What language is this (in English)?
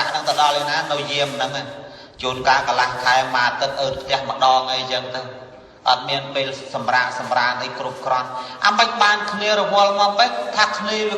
Khmer